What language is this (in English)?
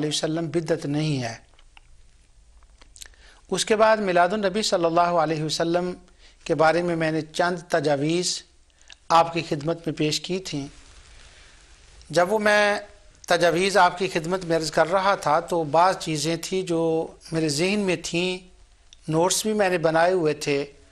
Hindi